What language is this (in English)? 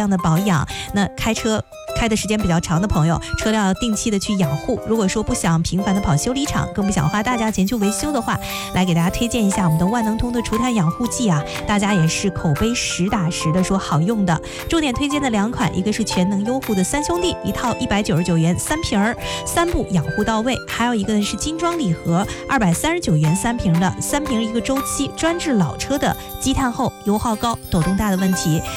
Chinese